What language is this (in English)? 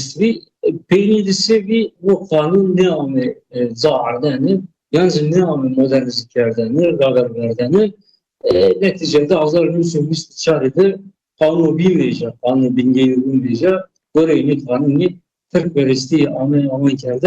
Zaza